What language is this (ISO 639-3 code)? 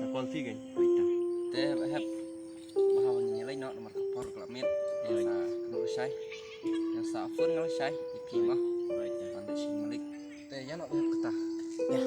kha